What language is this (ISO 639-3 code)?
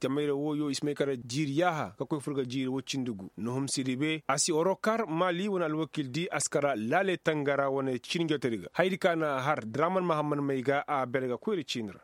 ses